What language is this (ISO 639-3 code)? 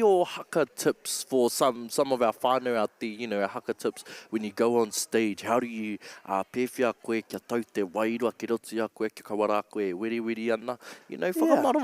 mri